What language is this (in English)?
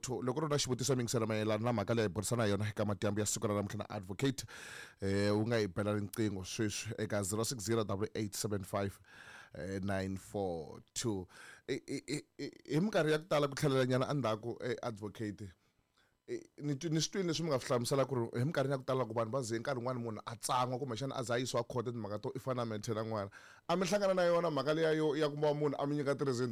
Tsonga